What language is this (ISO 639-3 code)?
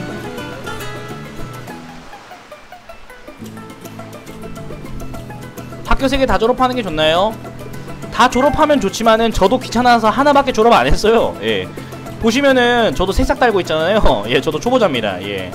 kor